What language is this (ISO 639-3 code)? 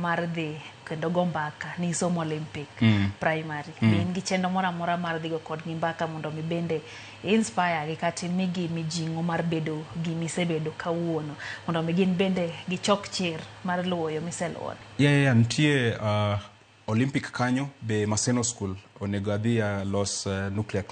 luo